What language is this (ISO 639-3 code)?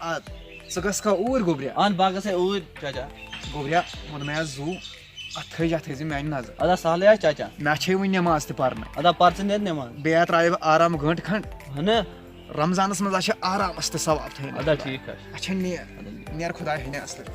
kas